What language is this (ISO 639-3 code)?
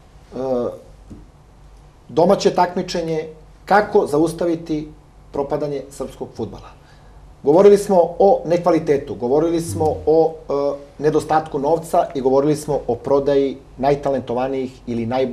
srp